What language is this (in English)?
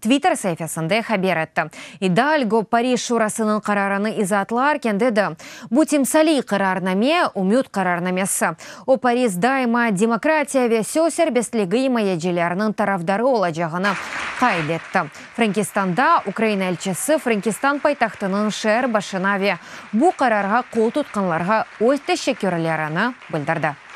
Crimean Tatar